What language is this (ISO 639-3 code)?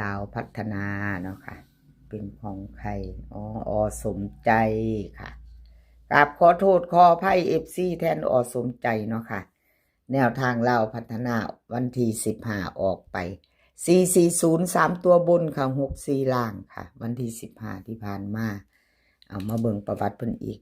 tts